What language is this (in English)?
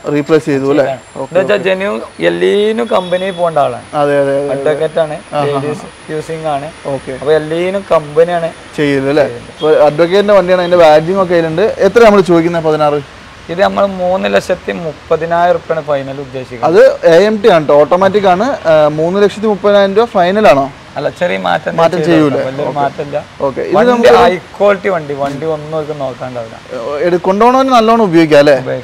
Malayalam